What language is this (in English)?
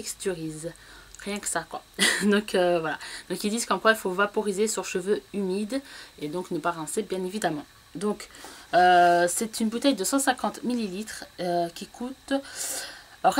French